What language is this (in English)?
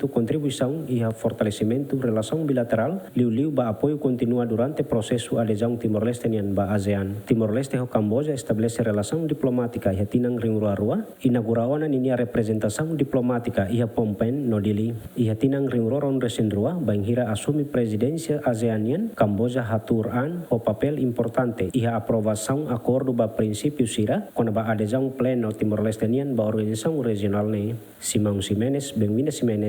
Tetum